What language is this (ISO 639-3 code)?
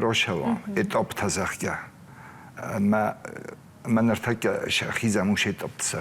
oss